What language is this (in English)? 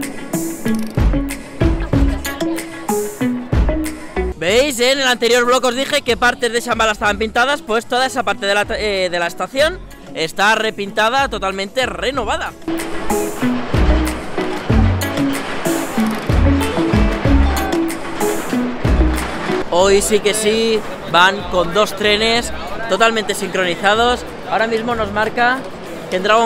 Spanish